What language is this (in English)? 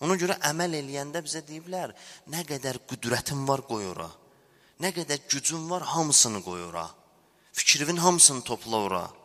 Azerbaijani